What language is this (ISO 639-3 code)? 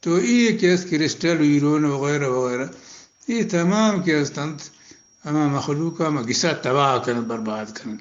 bgp